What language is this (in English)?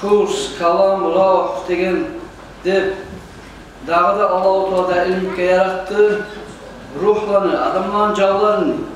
Kumyk